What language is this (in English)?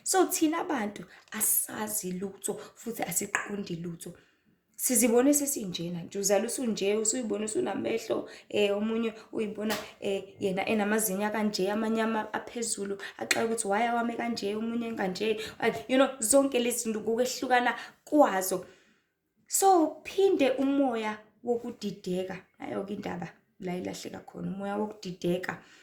Zulu